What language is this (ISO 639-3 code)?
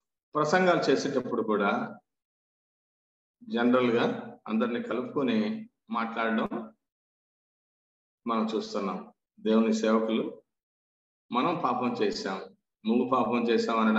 tel